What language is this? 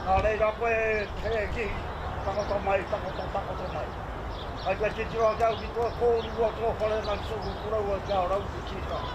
Māori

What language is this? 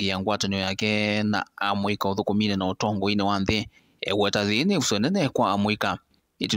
Kamba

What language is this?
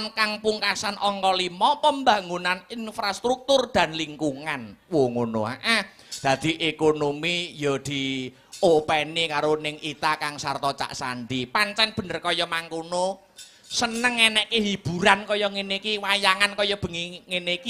Javanese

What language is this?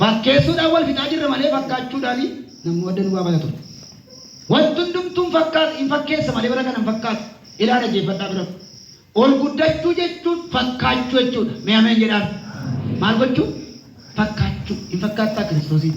Oromo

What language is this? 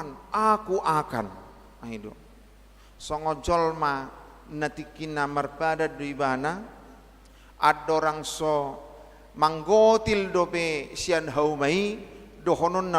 Batak Toba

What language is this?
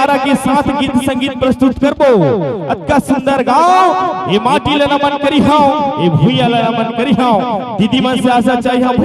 Chhattisgarhi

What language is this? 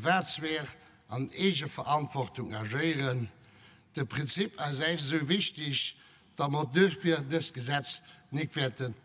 Luxembourgish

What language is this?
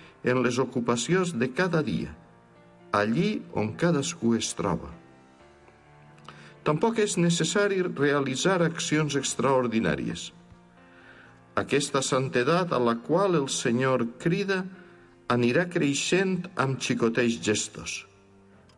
Catalan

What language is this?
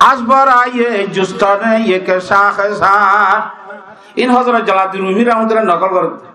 Rohingya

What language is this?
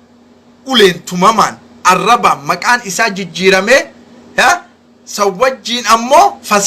Oromo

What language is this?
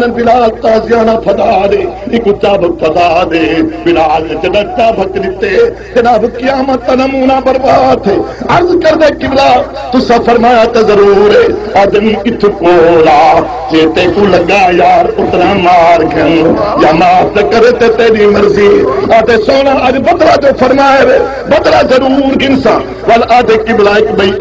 Saraiki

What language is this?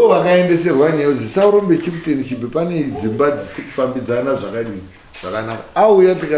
Shona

